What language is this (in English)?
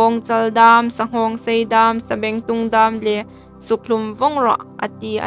Hmar